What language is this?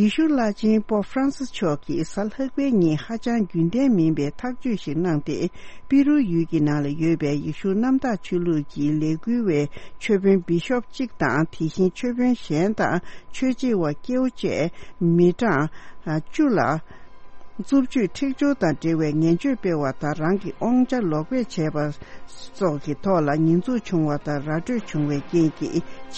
Tibetan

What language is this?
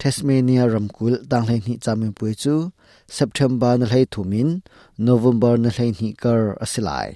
Hakha Chin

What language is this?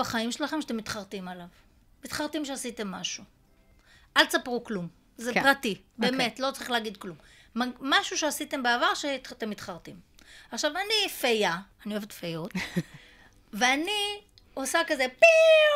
Hebrew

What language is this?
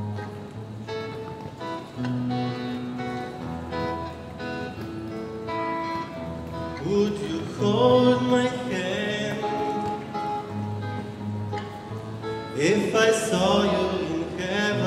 English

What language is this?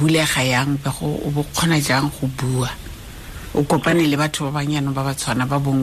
Tswana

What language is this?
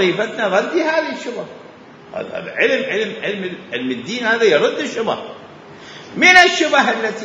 Mesopotamian Arabic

